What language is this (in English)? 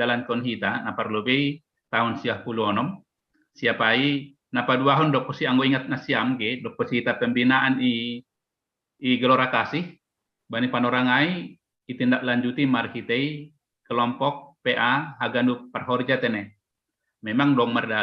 Batak Simalungun